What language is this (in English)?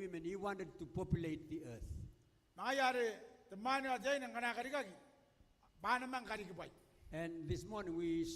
Gilbertese